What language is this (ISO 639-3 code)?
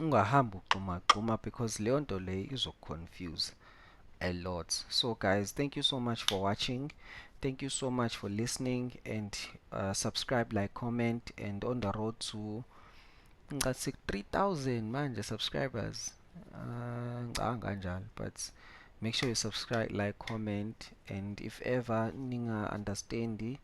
zul